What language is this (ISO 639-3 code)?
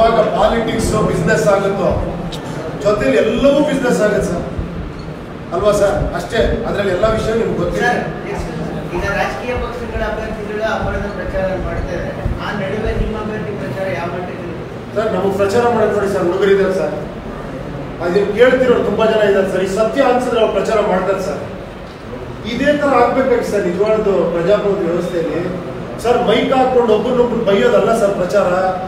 kan